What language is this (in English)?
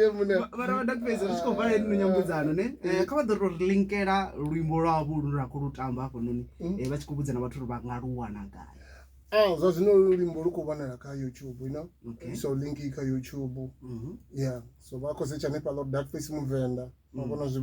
Venda